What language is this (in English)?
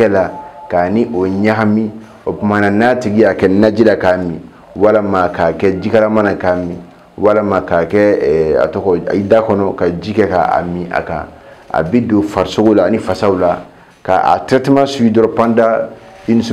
Bambara